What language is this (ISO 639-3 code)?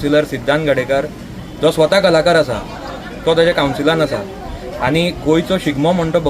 kok